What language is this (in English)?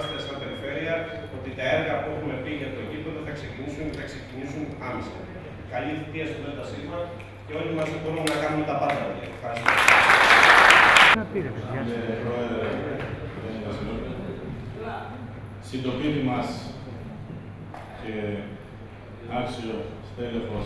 Greek